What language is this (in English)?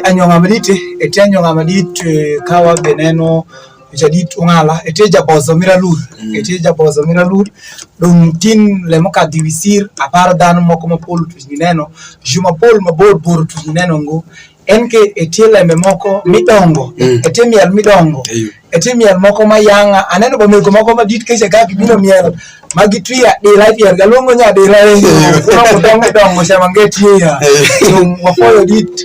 Alur